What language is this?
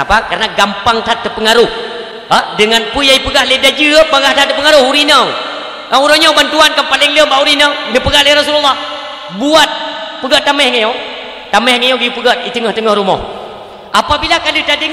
Achinese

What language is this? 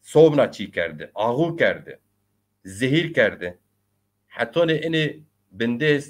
Zaza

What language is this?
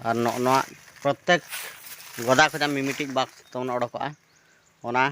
Santali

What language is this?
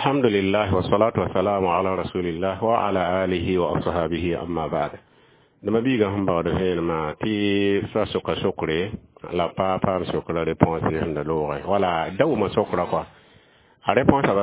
Mossi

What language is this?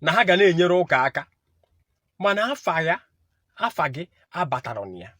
Igbo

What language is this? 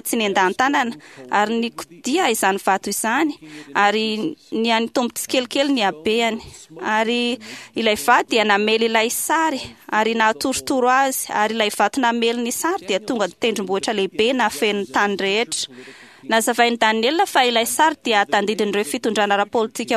Malagasy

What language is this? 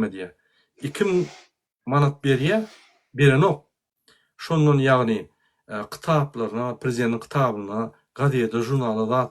Turkmen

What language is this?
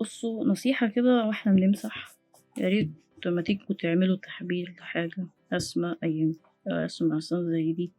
Egyptian Arabic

